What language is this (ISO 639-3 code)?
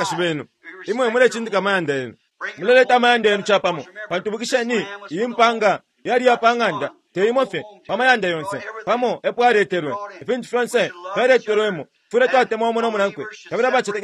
bem